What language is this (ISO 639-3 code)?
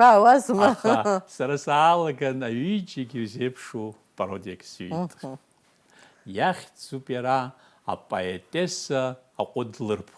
abk